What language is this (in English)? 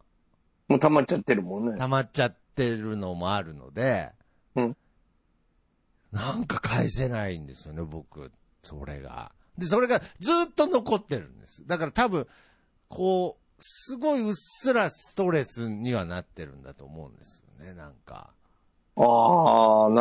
Japanese